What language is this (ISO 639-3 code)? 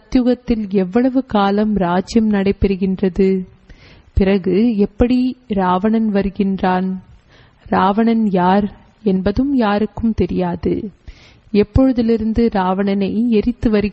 tam